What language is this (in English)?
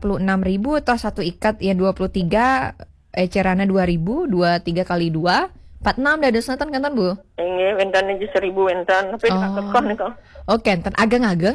Balinese